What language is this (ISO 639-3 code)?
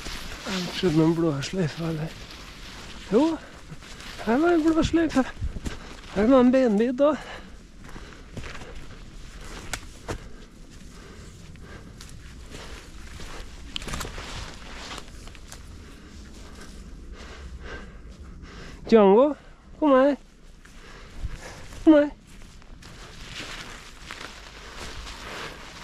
nor